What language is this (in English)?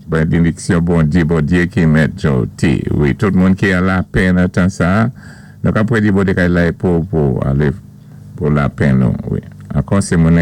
Saint Lucian Creole French